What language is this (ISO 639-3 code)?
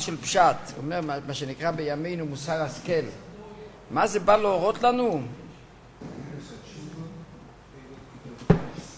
heb